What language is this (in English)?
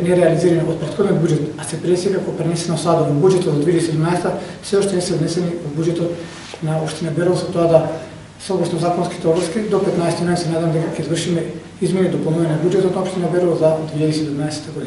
Macedonian